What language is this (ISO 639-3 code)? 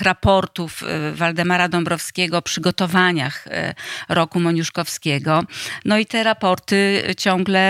pol